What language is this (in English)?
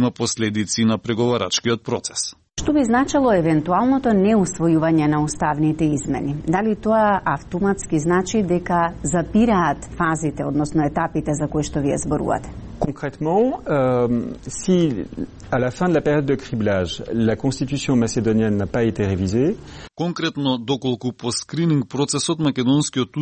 Macedonian